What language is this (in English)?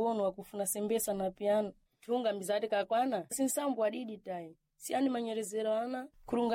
Sena